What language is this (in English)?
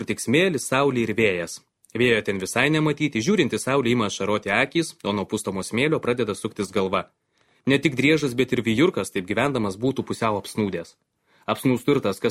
Lithuanian